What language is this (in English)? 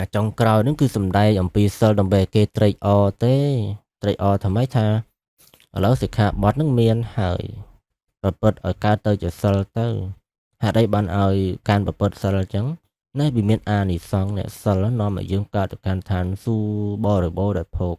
Khmer